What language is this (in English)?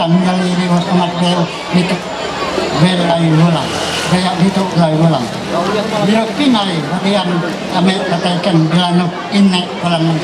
Ma'anyan